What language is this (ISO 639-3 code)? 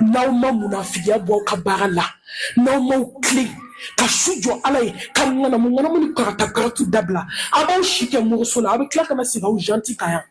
bam